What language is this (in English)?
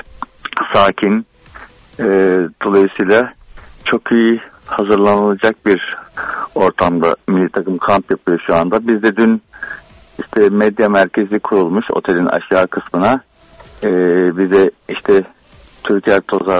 Turkish